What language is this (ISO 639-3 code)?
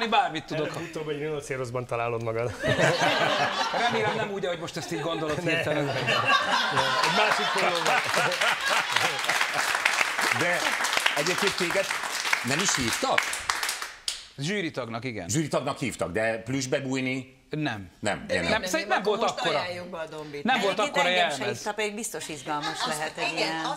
hun